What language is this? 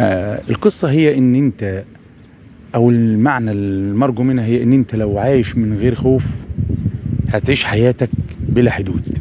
Egyptian Arabic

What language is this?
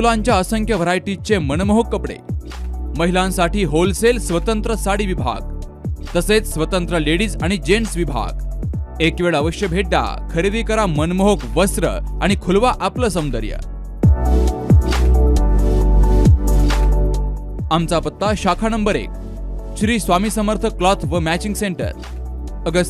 Marathi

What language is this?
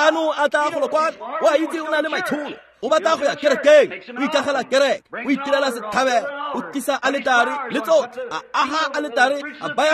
Tswana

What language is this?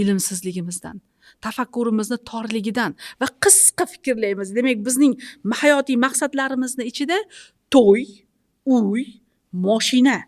Uzbek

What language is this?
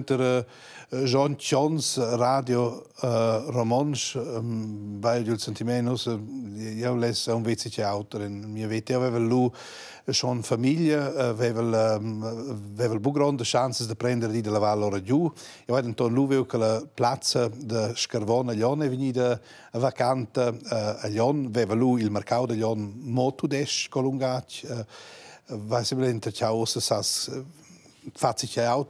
Romansh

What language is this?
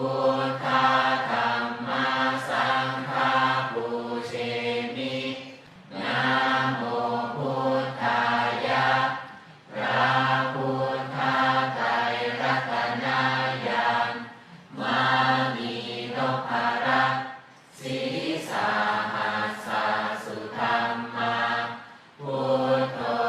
Pali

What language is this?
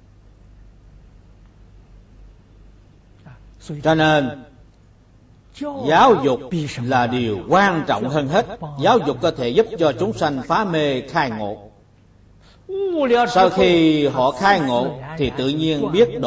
Vietnamese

